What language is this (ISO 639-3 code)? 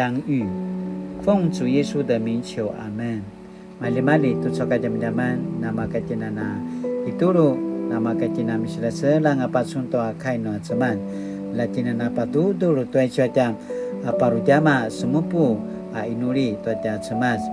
pwn